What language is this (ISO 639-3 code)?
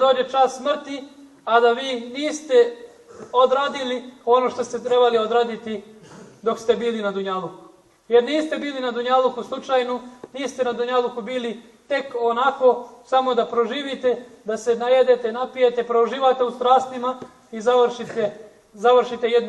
bos